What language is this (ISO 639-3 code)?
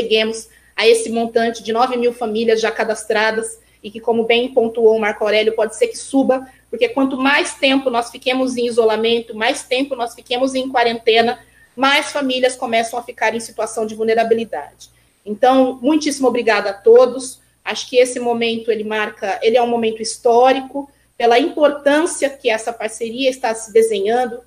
por